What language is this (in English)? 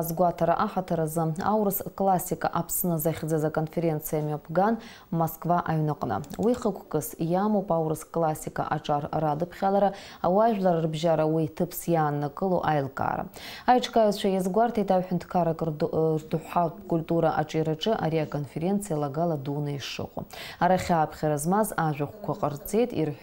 Abkhazian